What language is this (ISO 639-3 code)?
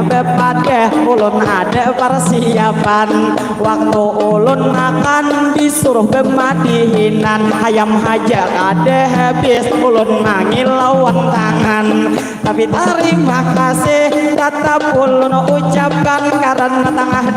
bjn